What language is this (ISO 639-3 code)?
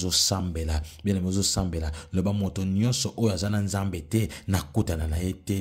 lin